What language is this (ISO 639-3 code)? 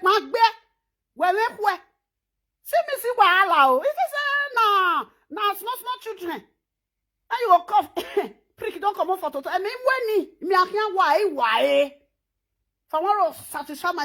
pcm